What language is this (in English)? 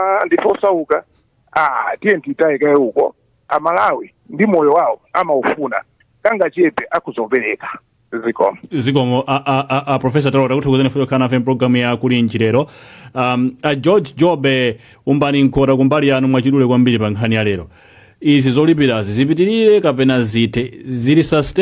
Nyanja